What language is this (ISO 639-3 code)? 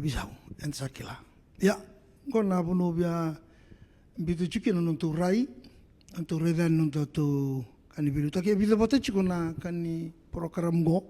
fij